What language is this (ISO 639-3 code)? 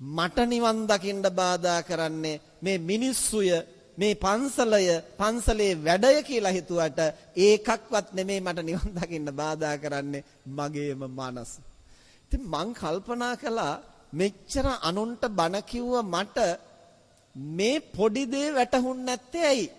sin